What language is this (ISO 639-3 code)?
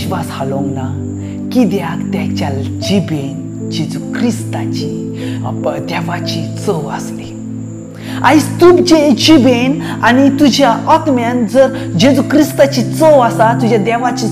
kok